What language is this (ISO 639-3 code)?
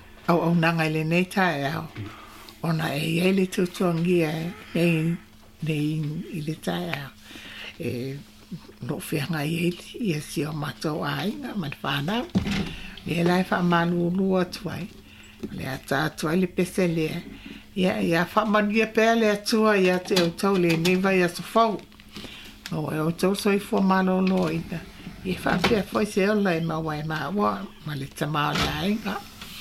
smo